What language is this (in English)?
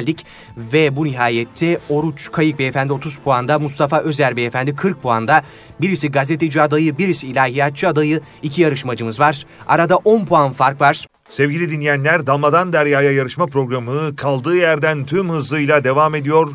Turkish